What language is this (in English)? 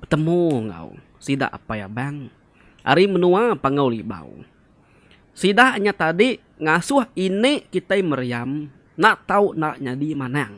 Iban